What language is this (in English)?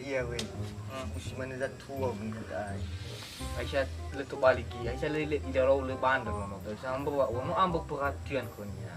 Nias